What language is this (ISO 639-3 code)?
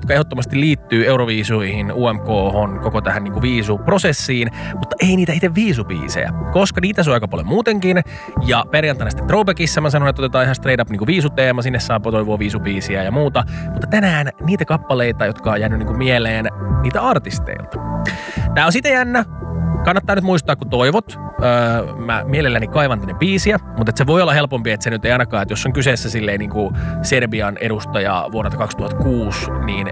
fin